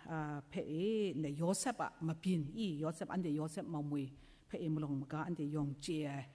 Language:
Kachin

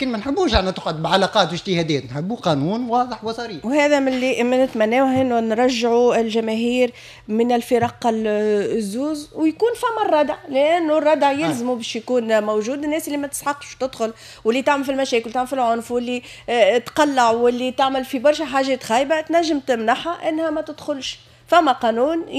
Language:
Tunisian Arabic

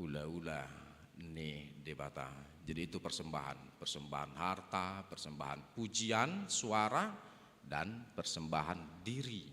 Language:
Batak Toba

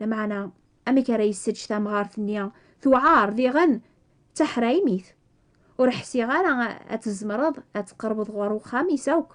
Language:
Kabyle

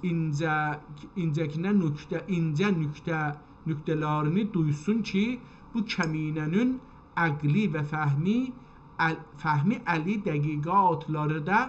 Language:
South Azerbaijani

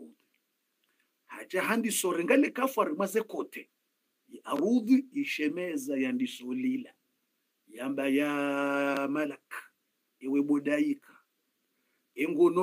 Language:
Swahili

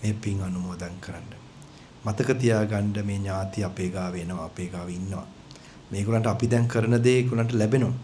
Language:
Sinhala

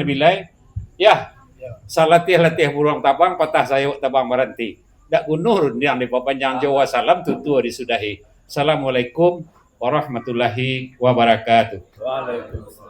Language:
Minangkabau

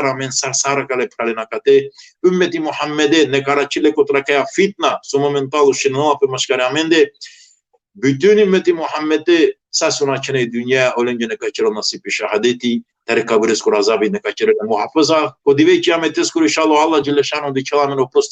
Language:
Balkan Romani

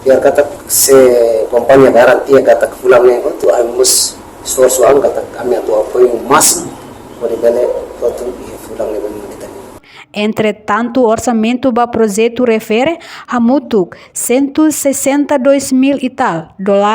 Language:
Tetum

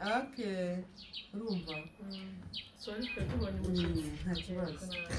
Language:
Kinyarwanda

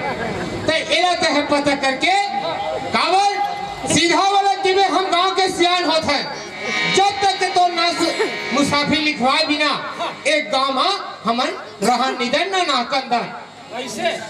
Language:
Chhattisgarhi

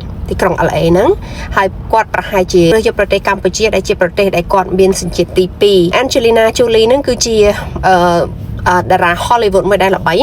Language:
Khmer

